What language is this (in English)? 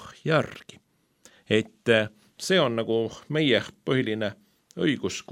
Estonian